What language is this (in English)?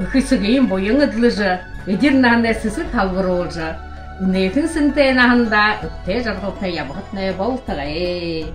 Buriat